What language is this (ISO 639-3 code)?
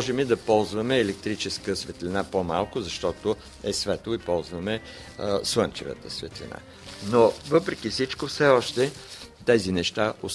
bul